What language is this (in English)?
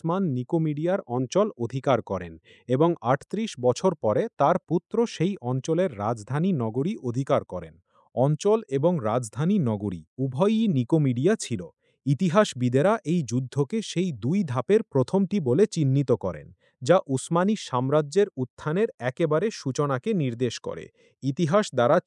Bangla